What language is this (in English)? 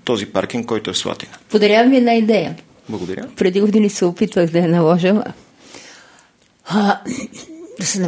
Bulgarian